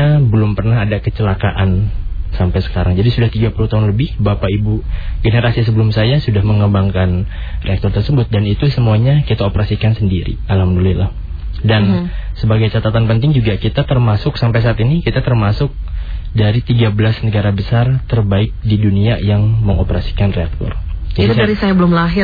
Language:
Indonesian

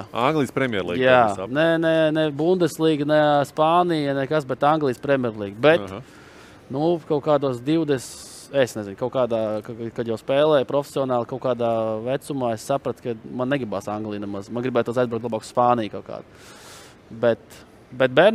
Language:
Latvian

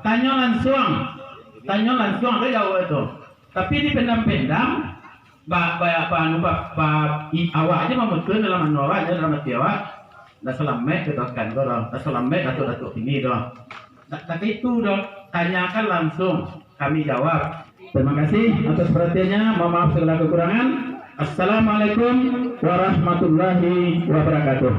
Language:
Minangkabau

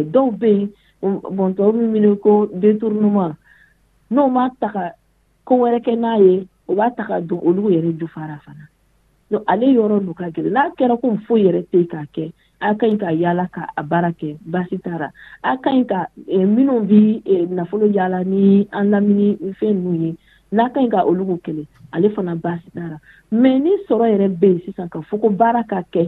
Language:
Dyula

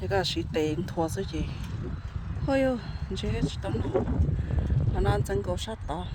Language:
Hmong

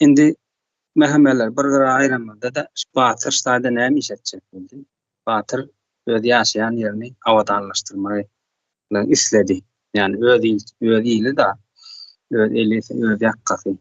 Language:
Turkmen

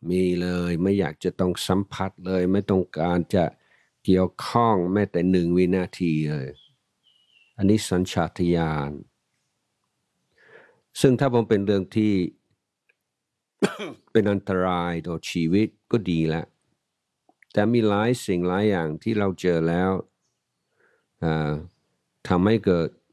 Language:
Thai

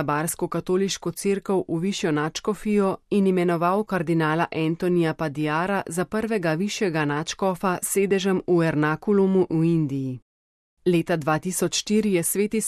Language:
Slovenian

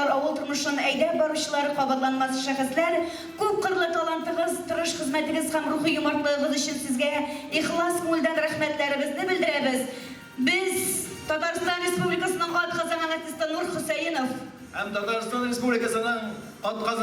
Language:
Tatar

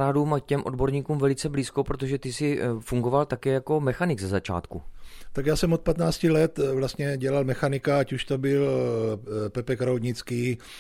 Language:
Czech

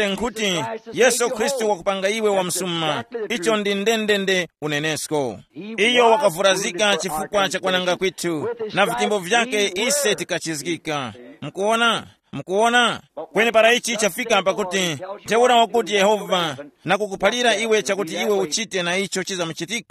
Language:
Tumbuka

